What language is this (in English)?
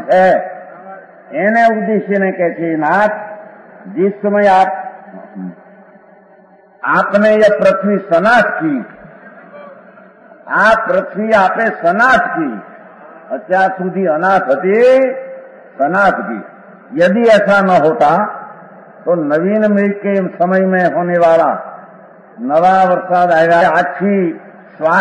Gujarati